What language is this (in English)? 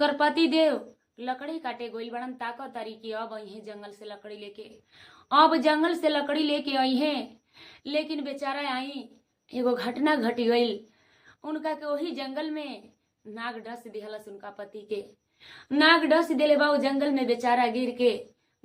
Bhojpuri